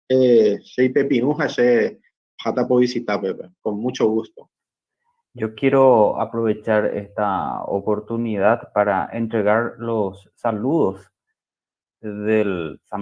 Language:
Guarani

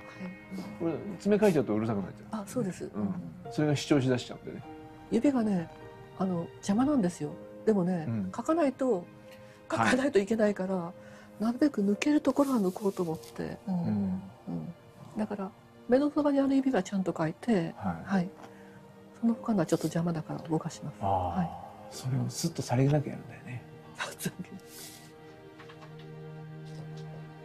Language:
Japanese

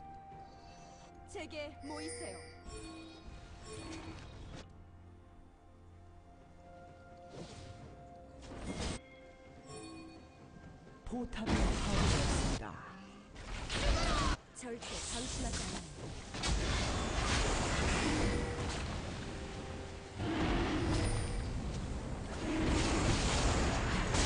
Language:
Korean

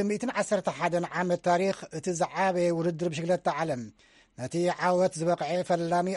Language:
Tigrinya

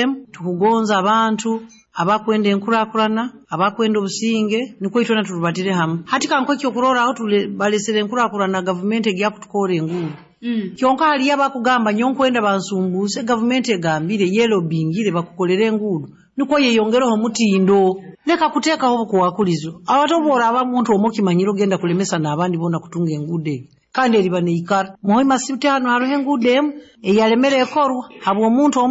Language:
Nyoro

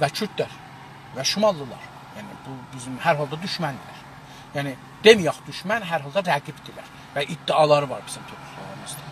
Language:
South Azerbaijani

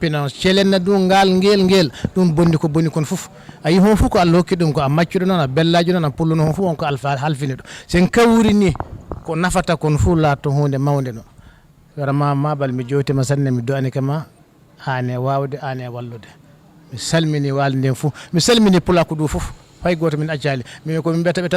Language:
Fula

